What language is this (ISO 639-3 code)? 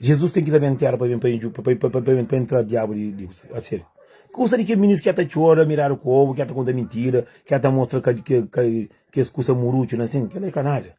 kea